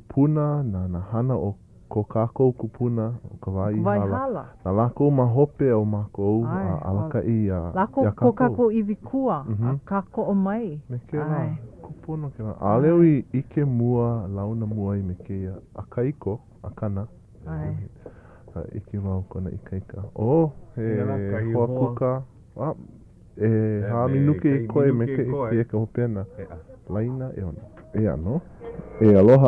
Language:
Hawaiian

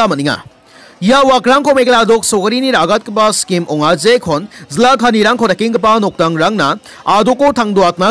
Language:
Garo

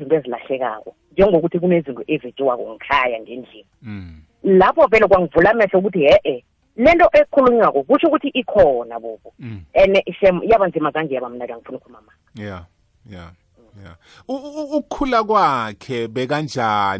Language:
South Ndebele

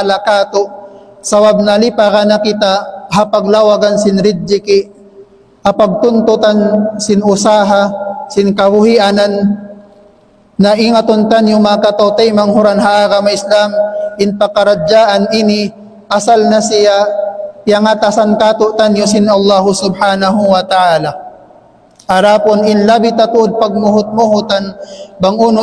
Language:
Tausug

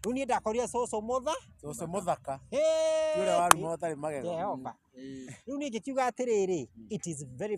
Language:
Kikuyu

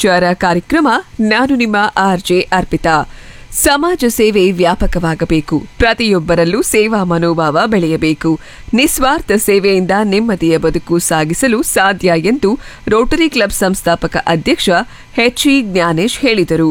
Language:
Kannada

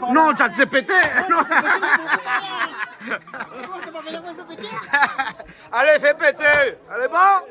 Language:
Réunion Creole French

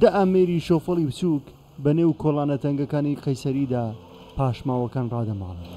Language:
Central Kurdish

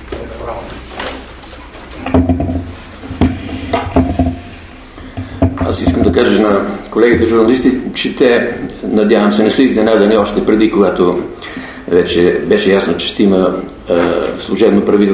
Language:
Bulgarian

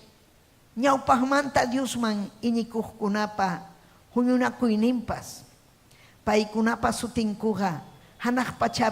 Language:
Ayacucho Quechua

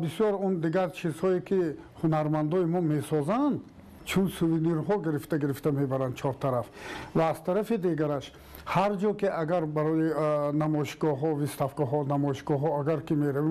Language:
Tajik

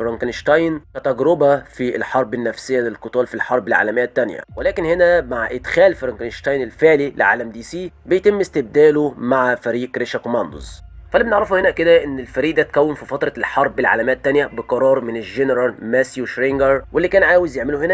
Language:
Egyptian Arabic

